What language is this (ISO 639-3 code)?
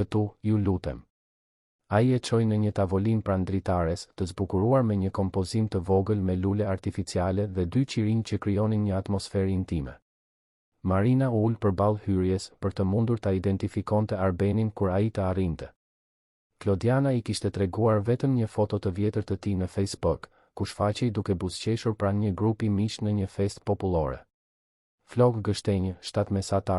sqi